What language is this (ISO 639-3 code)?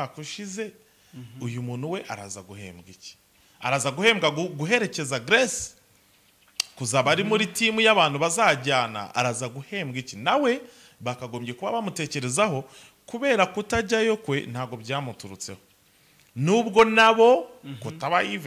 kin